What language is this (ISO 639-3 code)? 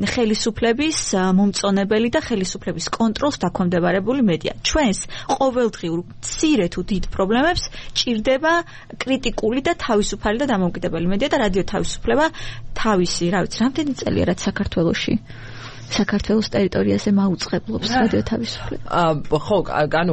kat